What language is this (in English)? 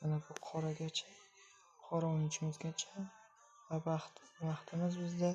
Uzbek